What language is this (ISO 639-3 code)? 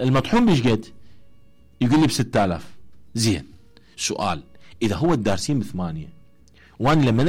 acm